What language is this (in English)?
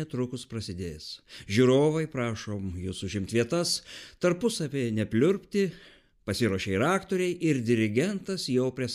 Lithuanian